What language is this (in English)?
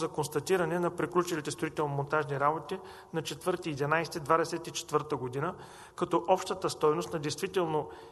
Bulgarian